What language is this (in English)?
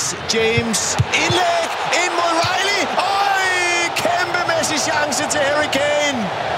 Danish